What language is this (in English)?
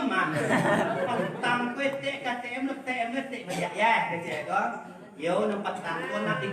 Minangkabau